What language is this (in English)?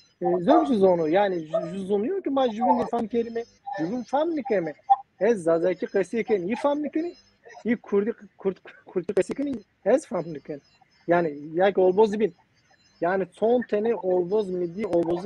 Zaza